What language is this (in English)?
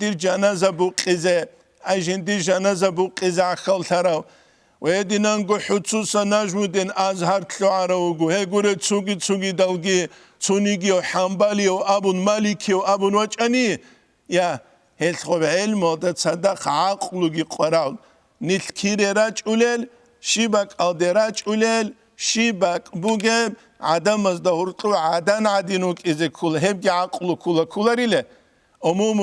Avaric